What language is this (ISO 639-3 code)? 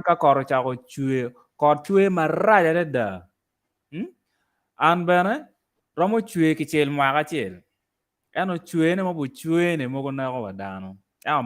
ach